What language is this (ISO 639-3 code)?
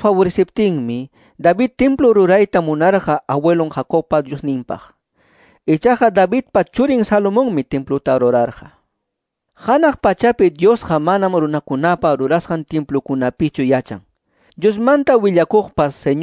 que